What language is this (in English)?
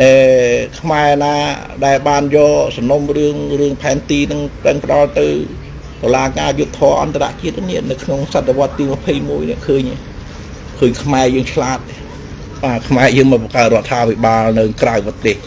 Khmer